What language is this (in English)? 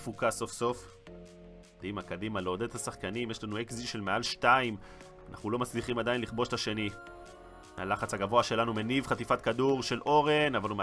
Hebrew